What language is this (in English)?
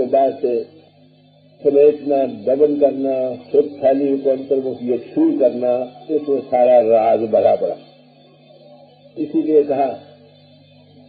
Hindi